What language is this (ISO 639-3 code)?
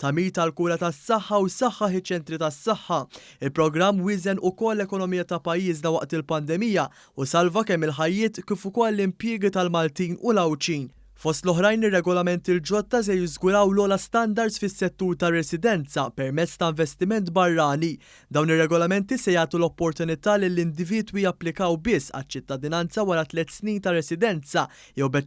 mlt